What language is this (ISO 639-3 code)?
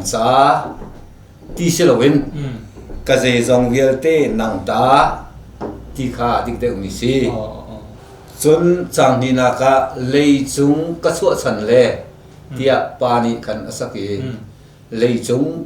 cnh